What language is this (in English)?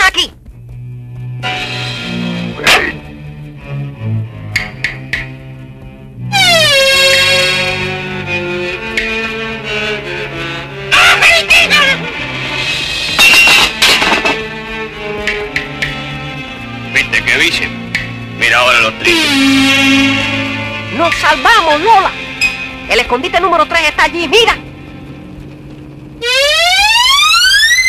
Spanish